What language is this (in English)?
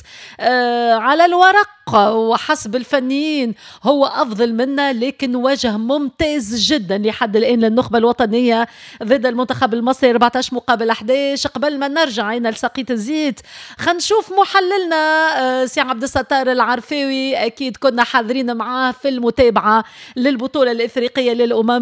Tunisian Arabic